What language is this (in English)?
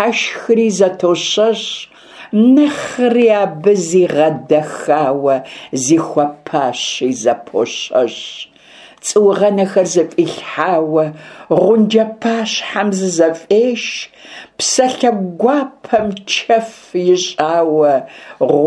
Kabardian